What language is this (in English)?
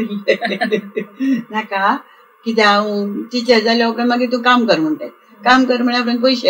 Konkani